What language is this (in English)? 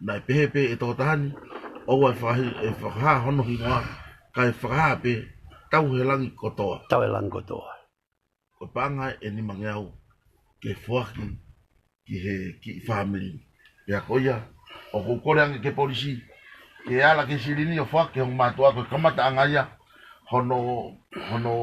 Tongan